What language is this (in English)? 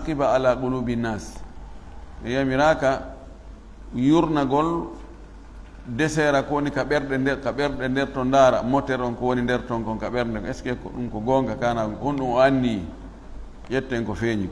Fula